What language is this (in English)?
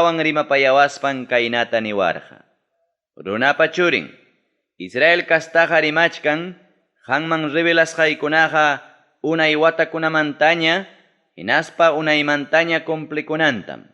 Ayacucho Quechua